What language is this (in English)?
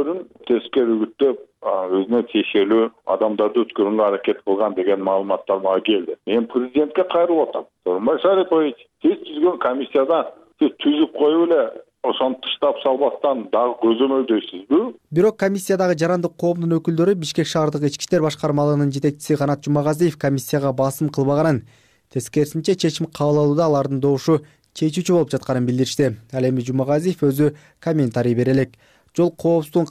Kyrgyz